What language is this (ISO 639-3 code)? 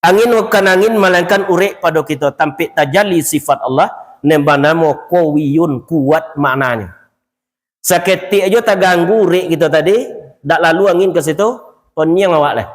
min